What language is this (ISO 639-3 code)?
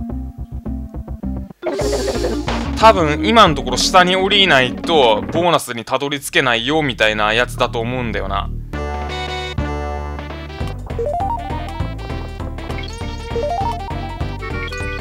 jpn